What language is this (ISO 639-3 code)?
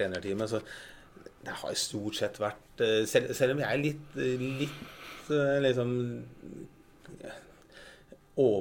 nor